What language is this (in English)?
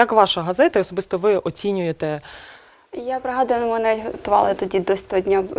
Ukrainian